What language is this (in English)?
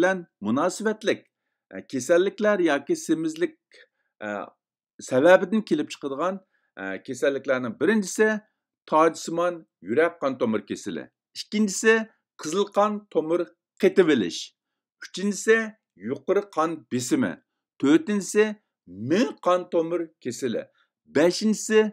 Uyghur